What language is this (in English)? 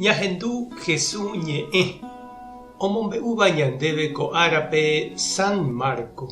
Guarani